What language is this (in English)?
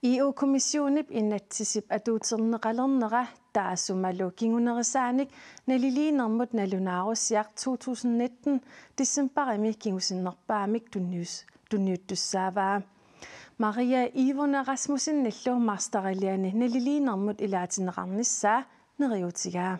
Kalaallisut